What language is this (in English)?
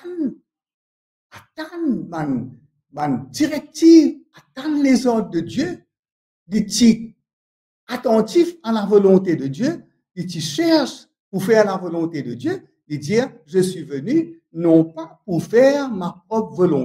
Morisyen